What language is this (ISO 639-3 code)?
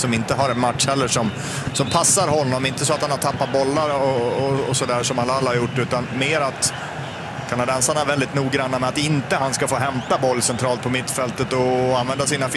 swe